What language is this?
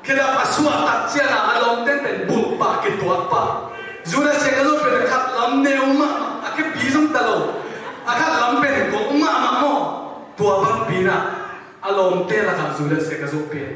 Tedim Chin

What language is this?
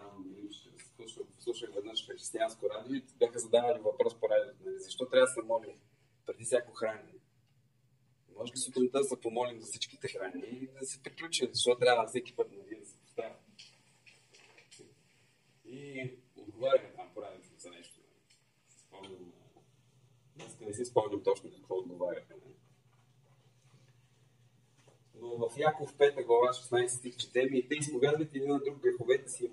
Bulgarian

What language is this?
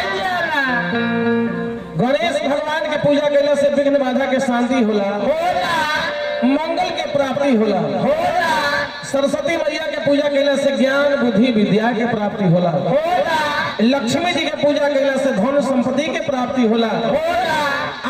Bhojpuri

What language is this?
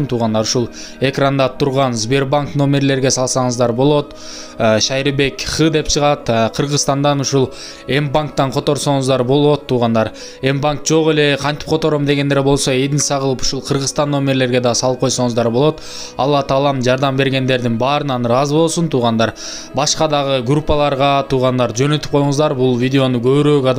Kyrgyz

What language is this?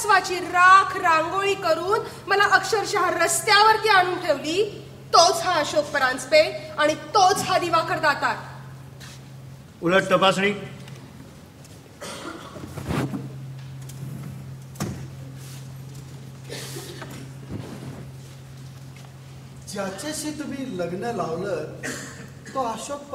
Marathi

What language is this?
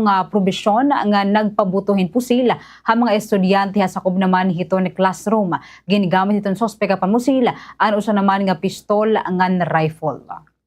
Waray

